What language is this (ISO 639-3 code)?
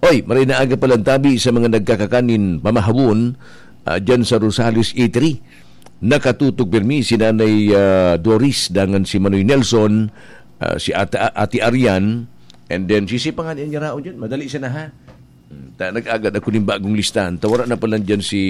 bik